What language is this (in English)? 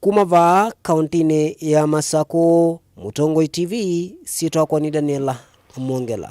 Kamba